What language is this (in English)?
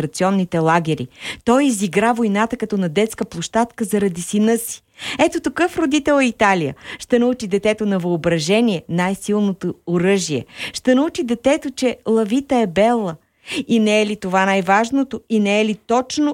Bulgarian